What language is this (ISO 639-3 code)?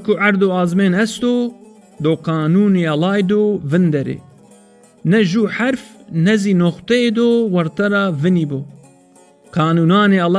zza